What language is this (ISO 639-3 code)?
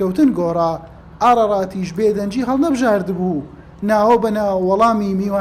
ckb